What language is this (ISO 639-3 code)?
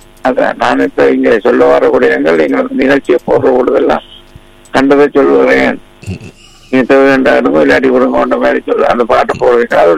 tam